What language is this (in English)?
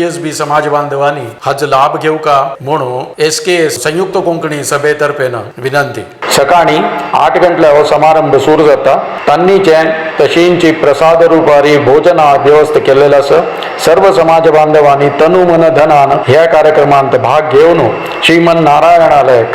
Konkani